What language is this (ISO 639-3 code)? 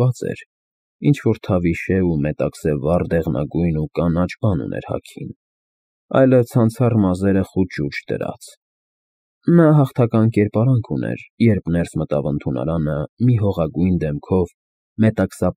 hye